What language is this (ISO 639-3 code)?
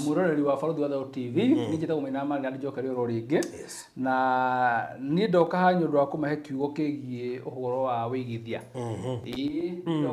kik